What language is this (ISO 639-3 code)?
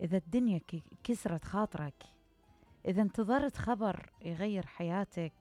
acm